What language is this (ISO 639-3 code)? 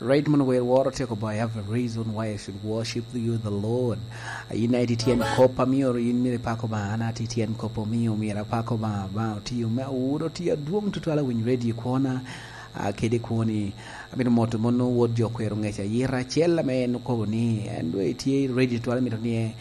laj